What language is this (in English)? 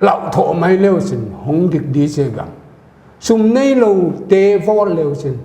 Paite Chin